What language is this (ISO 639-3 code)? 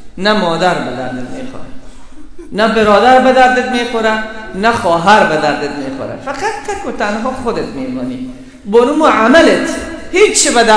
fas